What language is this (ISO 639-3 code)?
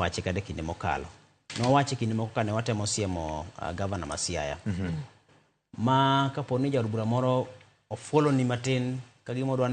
luo